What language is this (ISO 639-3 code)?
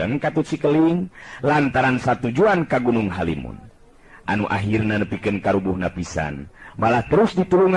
sun